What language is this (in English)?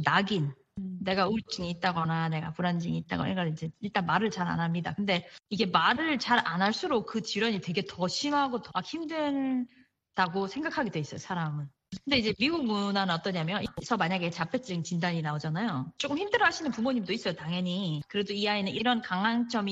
Korean